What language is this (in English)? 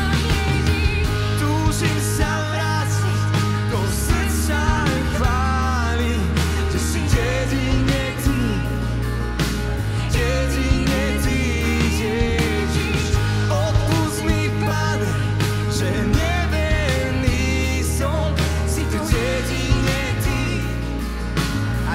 Slovak